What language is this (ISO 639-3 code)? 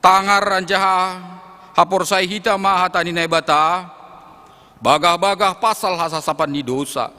bts